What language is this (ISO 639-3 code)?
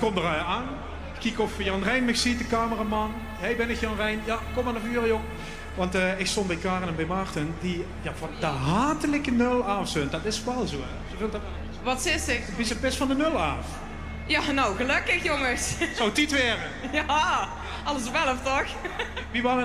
lim